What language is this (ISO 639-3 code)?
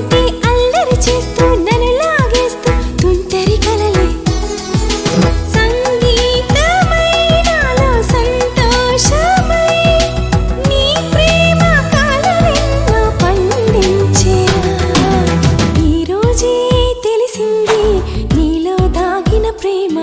tel